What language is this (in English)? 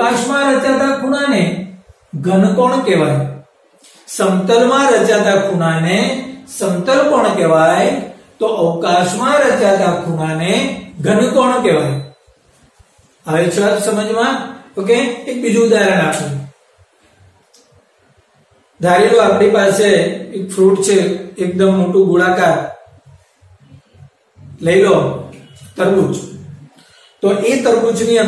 Gujarati